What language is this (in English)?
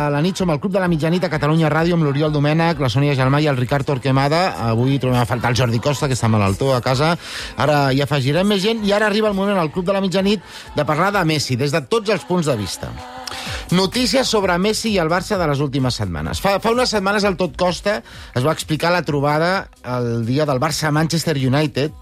Catalan